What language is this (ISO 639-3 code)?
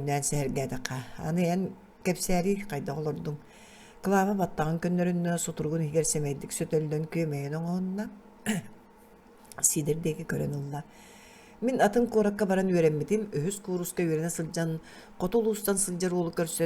sah